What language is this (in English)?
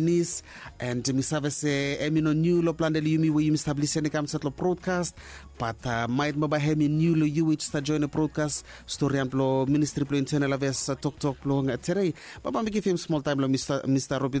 Bislama